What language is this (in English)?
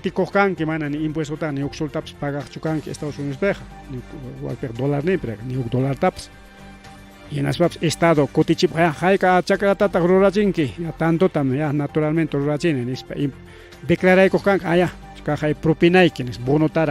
Ayacucho Quechua